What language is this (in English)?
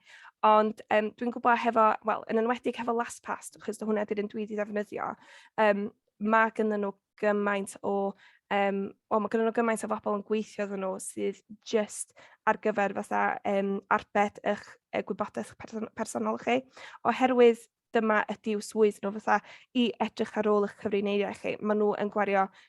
Welsh